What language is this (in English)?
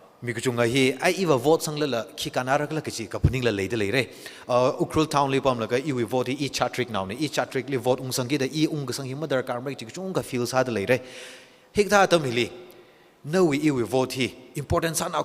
Tangkhul Naga (India)